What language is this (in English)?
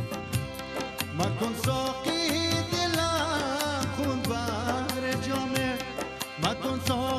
Persian